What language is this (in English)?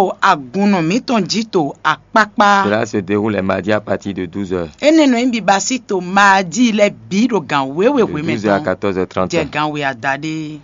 Fon